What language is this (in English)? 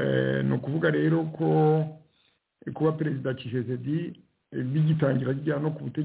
Kinyarwanda